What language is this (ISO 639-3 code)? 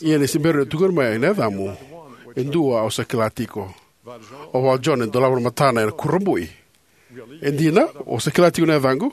fij